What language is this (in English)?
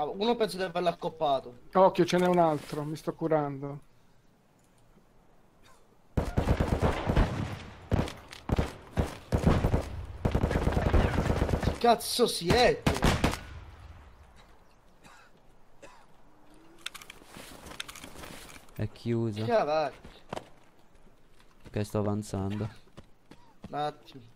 Italian